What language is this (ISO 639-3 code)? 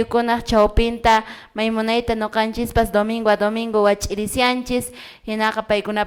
que